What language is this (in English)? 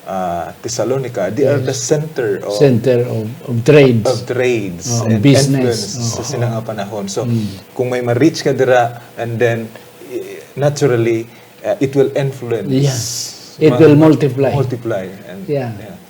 Hiligaynon